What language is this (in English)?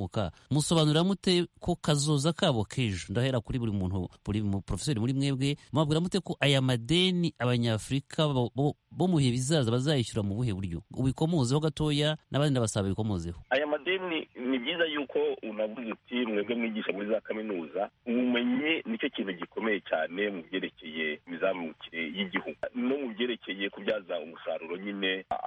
Kinyarwanda